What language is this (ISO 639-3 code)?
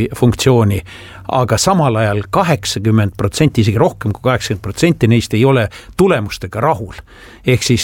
est